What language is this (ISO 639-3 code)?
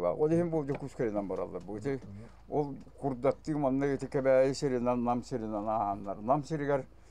sah